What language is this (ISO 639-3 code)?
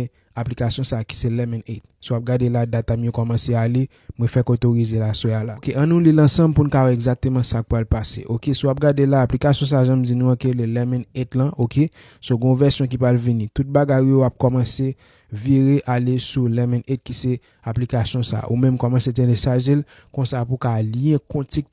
hat